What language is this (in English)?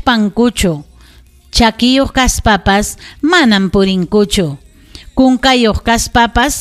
Ayacucho Quechua